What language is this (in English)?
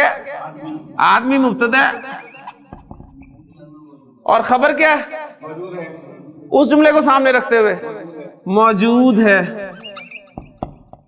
Urdu